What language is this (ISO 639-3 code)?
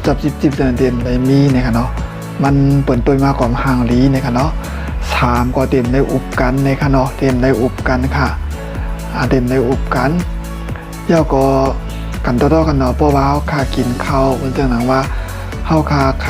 shn